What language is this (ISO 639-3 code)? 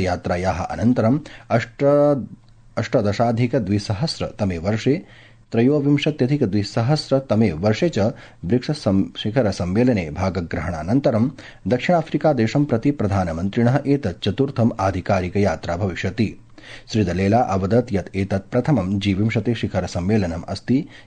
san